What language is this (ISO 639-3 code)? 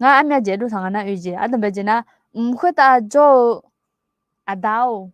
ahk